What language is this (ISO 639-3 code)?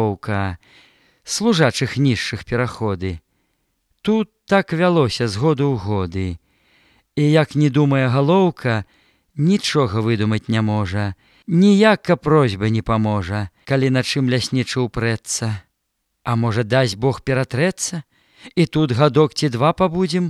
bel